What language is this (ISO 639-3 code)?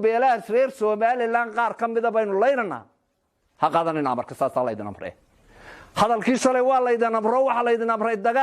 som